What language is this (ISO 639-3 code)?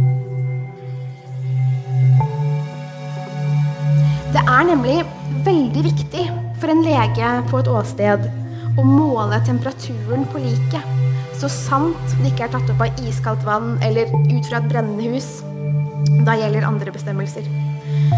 nor